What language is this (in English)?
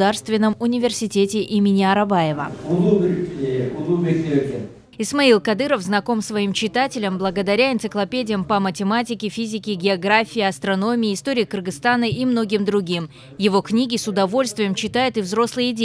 Russian